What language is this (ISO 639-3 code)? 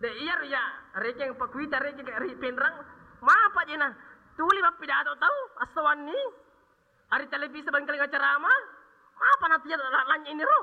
bug